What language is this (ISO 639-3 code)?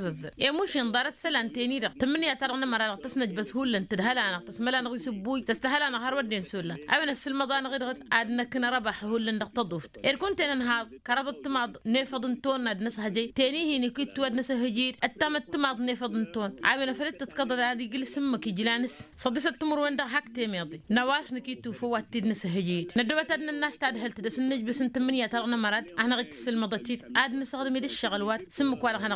taq